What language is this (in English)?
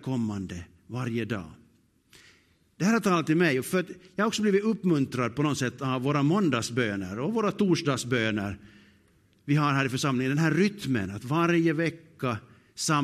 Swedish